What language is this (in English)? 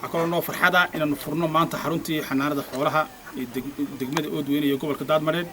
Somali